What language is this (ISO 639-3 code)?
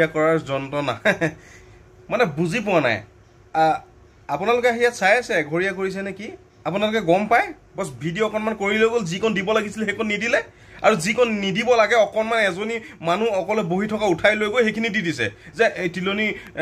asm